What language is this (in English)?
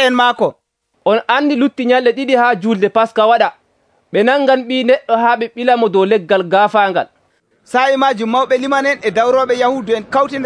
Nigerian Fulfulde